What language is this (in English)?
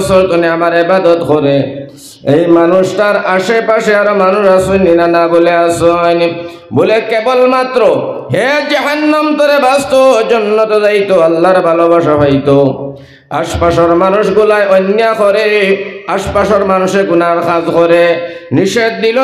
Sylheti